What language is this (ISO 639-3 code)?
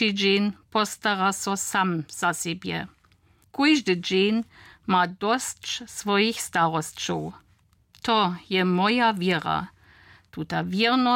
hsb